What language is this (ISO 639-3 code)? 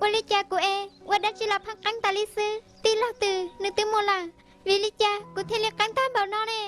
hmn